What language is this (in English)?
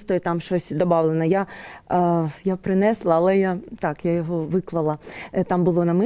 Ukrainian